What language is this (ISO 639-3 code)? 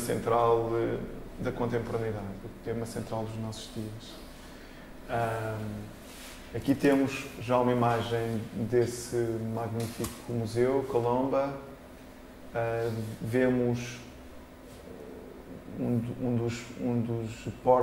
por